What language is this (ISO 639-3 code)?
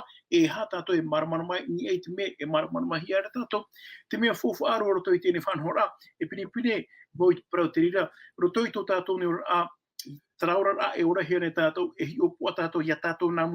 tah